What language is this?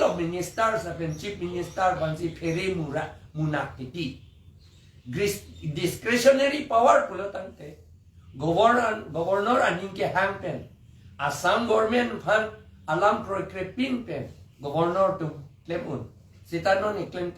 Karbi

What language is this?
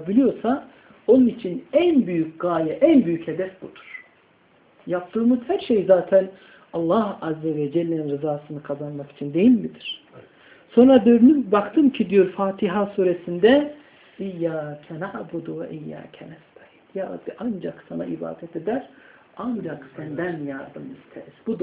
Turkish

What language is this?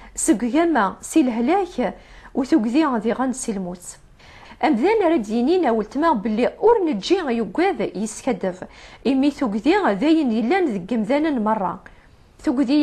Kabyle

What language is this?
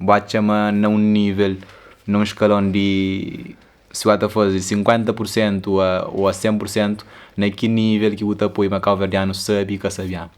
Kabuverdianu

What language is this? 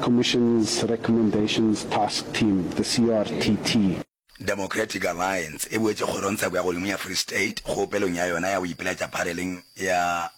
Northern Sotho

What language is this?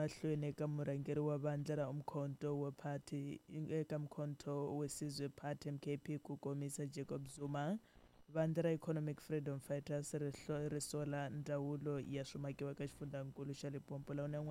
Tsonga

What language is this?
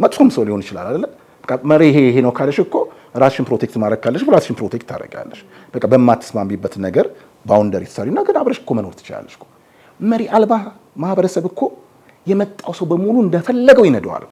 Amharic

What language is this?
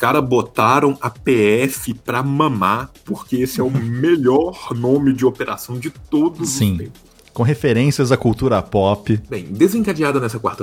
Portuguese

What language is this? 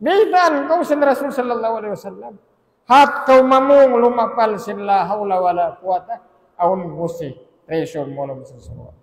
Tausug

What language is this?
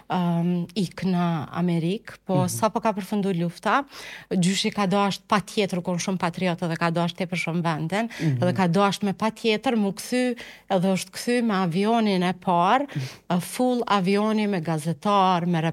Albanian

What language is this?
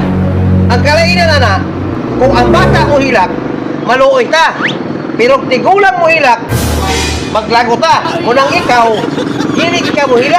Cebuano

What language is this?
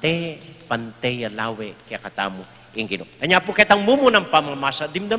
Pampanga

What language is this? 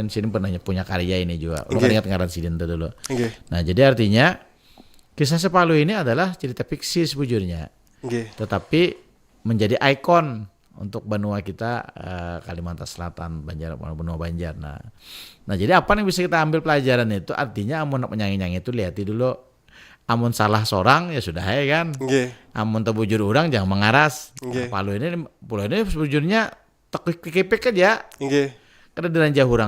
Banjar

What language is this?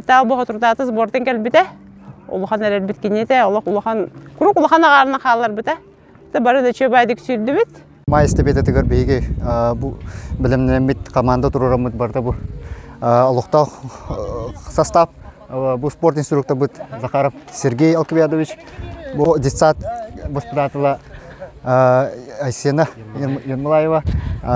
Yakut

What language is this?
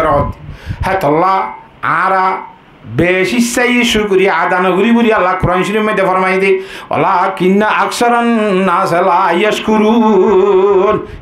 Rohingya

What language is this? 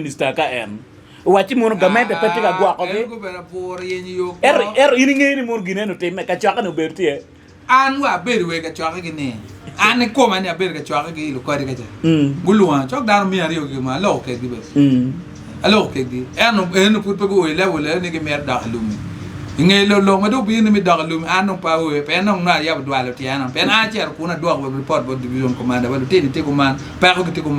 Acoli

